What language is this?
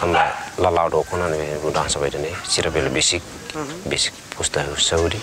Tetum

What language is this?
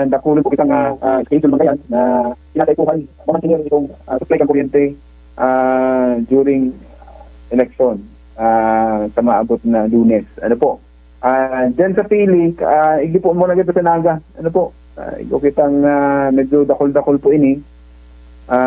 Bikol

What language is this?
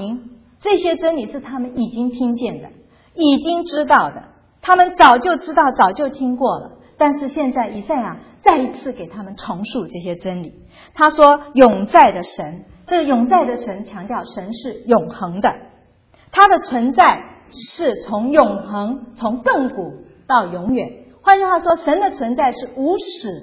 Chinese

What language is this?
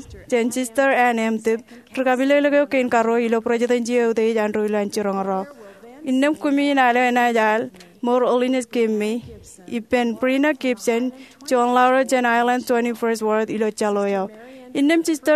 Marshallese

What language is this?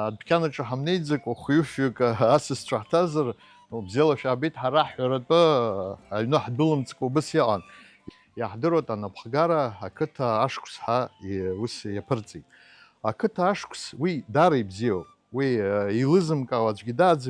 Abkhazian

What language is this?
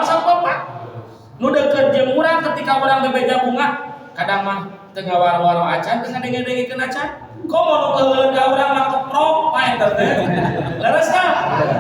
Sundanese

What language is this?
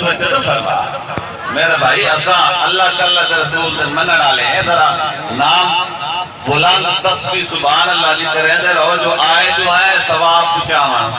Saraiki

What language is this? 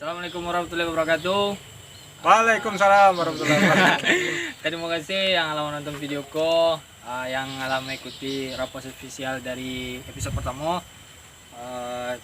Minangkabau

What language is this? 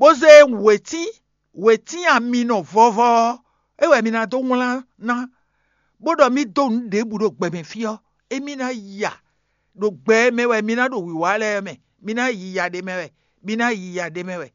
Fon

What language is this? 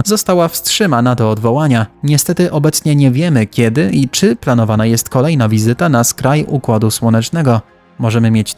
Polish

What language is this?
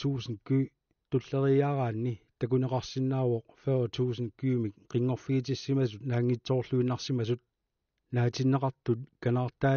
Kalaallisut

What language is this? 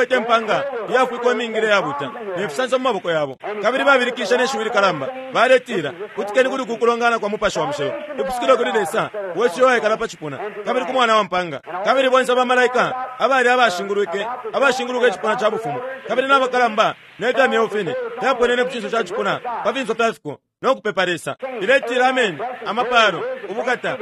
Bemba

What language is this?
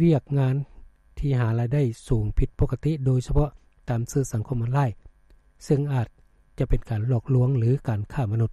Lao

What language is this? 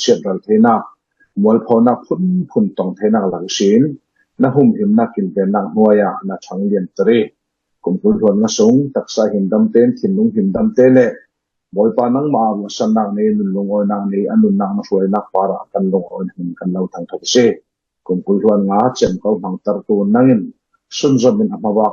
Falam Chin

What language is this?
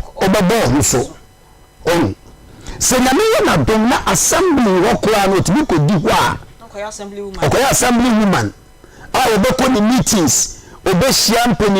Akan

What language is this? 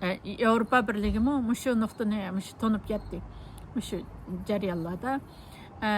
Uyghur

